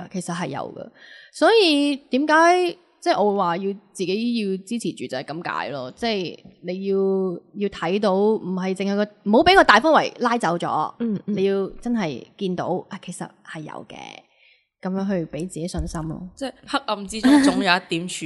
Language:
Cantonese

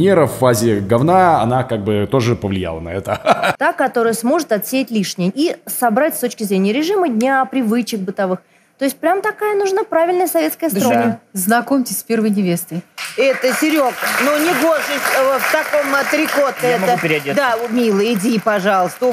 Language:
Russian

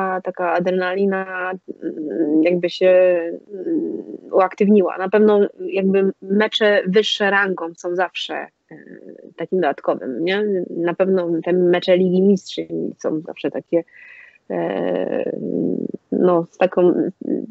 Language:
Polish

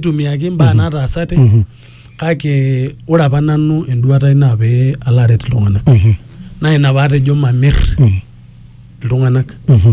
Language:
Masai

